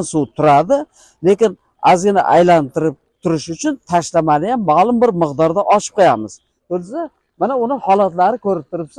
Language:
Uzbek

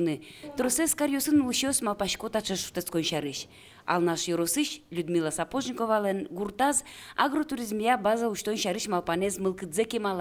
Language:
Udmurt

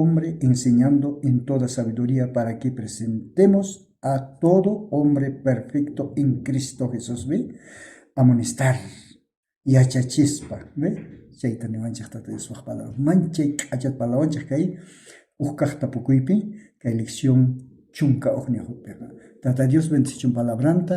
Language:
South Bolivian Quechua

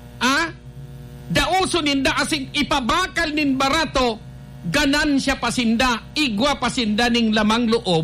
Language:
Bikol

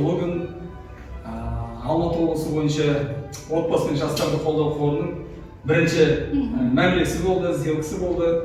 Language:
Kazakh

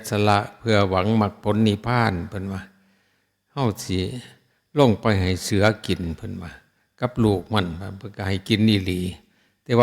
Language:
Northeastern Thai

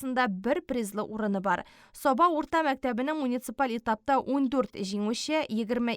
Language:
Tatar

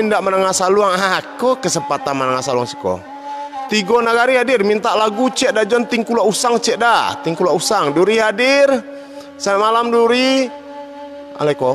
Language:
Minangkabau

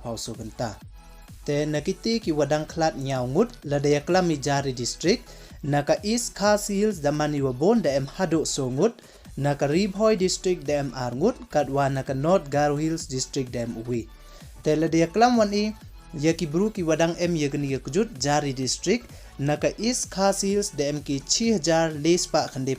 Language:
Pnar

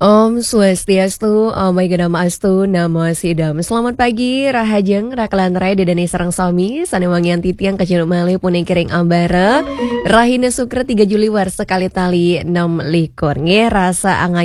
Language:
Balinese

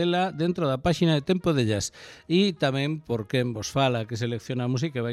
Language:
Galician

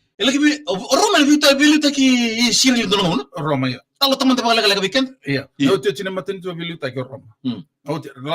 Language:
Fijian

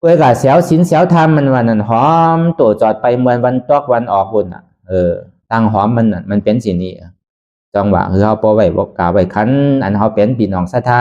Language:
Shan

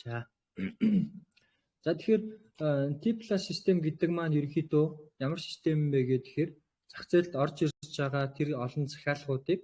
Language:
Mongolian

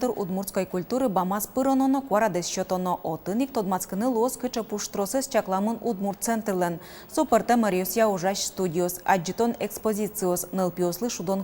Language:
Udmurt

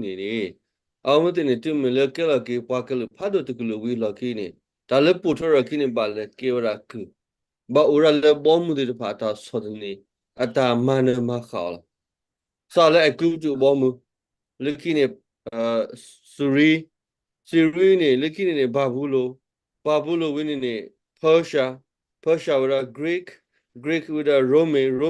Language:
S'gaw Karen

